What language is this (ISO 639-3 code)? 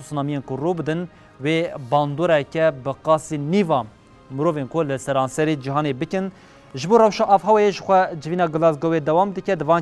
kur